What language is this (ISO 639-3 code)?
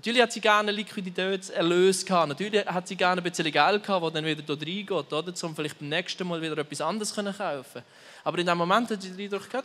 gsw